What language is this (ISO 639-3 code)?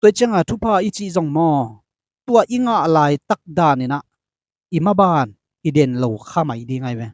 ctd